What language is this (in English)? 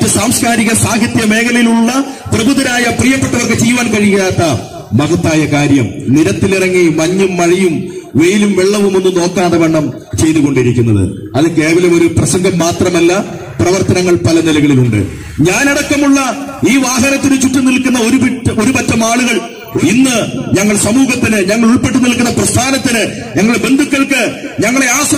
Malayalam